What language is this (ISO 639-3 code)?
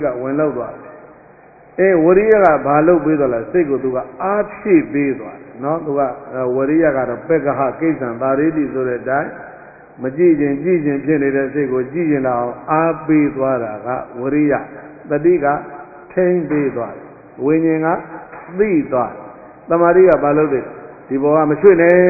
mya